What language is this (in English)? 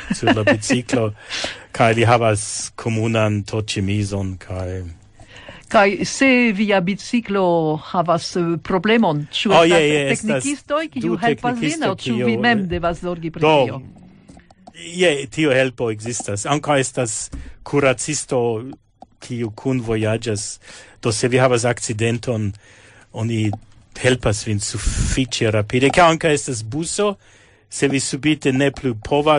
Esperanto